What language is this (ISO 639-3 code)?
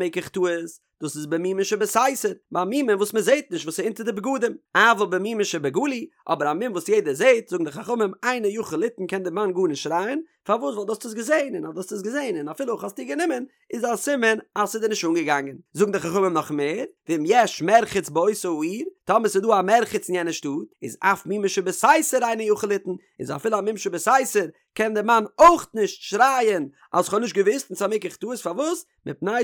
yid